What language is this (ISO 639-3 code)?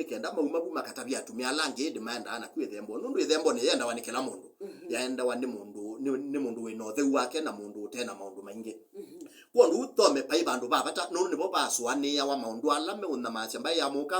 kam